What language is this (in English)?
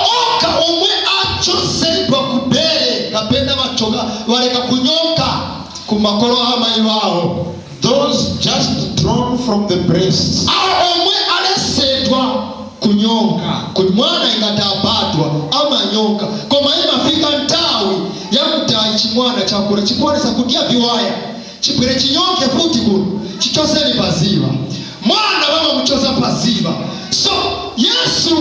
Nyanja